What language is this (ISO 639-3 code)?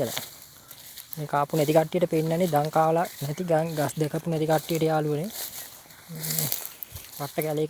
sin